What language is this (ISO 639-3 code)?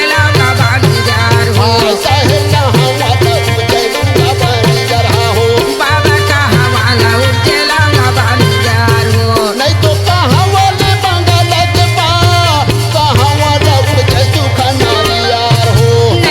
hne